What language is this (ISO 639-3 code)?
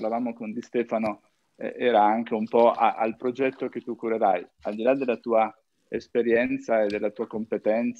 ita